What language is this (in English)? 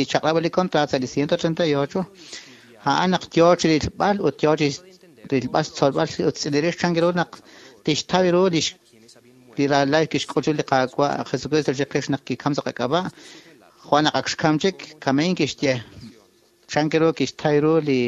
Kekchí